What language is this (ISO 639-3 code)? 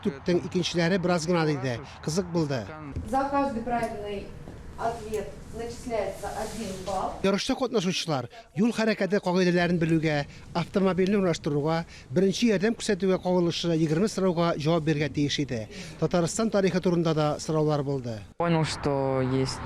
tat